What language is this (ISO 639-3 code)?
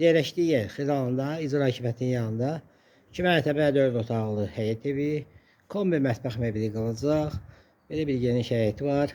aze